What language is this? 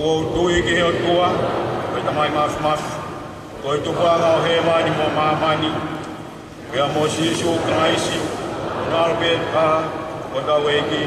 Tongan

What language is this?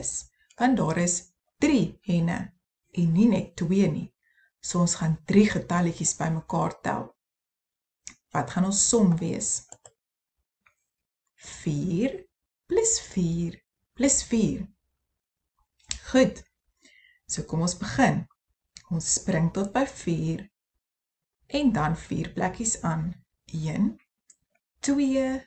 Afrikaans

